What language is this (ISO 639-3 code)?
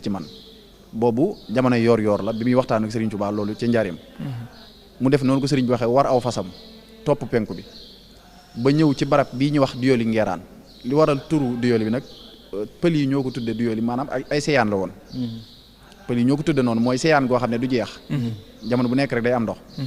wol